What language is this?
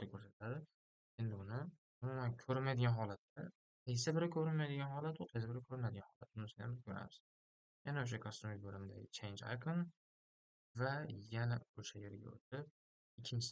Uzbek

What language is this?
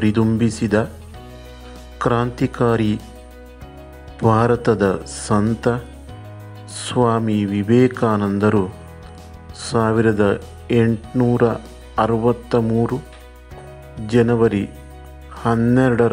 Kannada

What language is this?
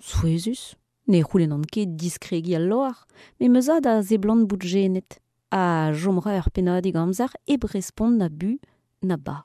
Breton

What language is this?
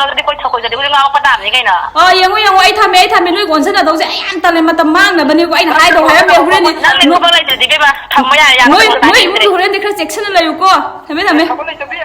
Manipuri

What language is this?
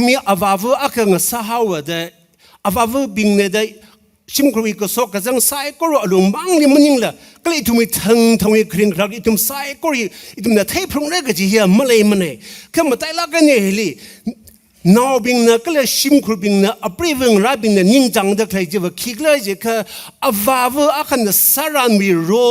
Tangkhul Naga (India)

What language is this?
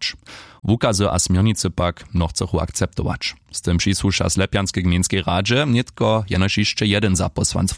Upper Sorbian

